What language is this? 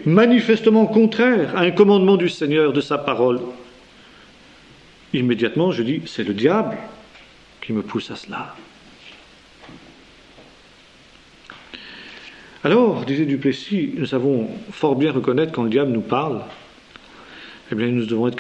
French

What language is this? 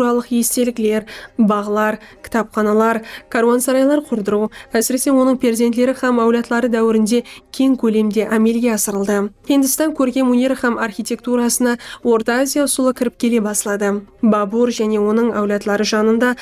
Kara-Kalpak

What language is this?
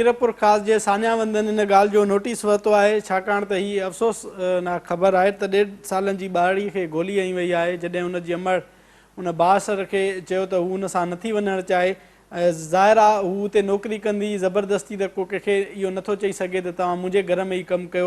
Sindhi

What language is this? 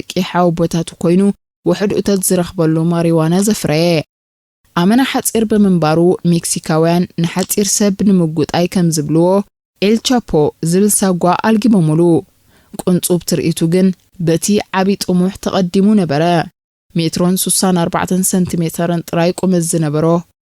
Tigrinya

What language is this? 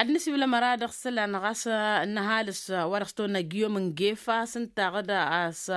Tamasheq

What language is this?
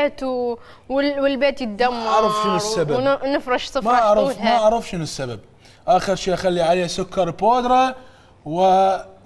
Mesopotamian Arabic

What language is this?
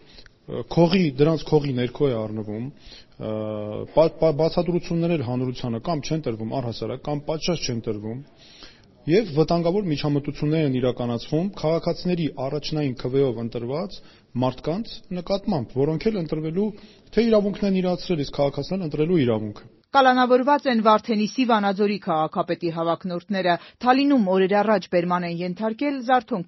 Armenian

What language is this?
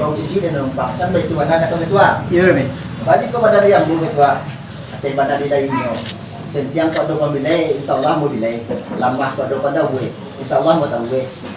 Minangkabau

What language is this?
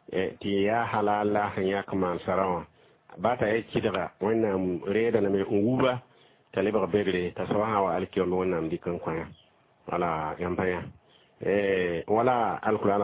Mossi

